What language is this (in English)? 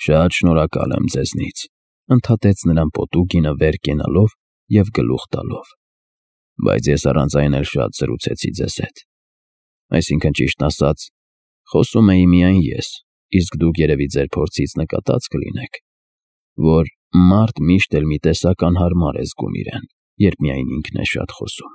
Armenian